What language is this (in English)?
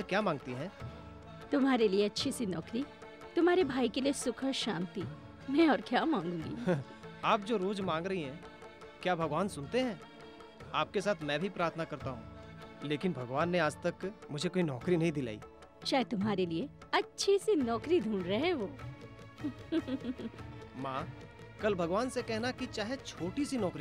Hindi